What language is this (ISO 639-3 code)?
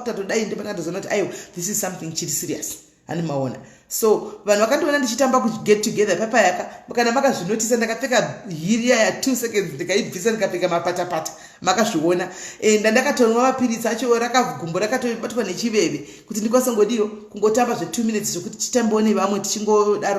sna